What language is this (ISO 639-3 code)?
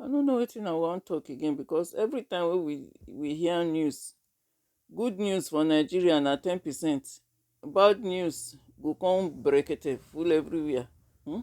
pcm